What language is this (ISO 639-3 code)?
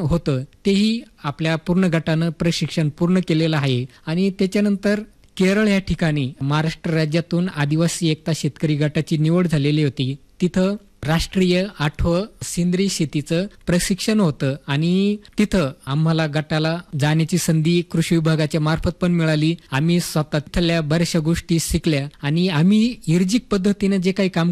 mar